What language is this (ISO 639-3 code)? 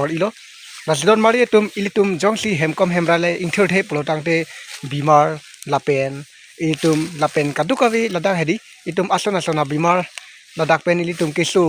mjw